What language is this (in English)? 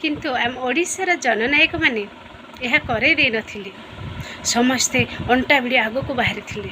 Odia